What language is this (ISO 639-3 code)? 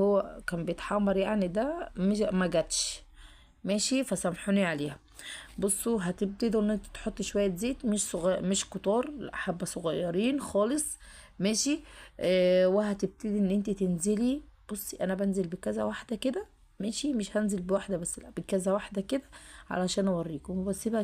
arz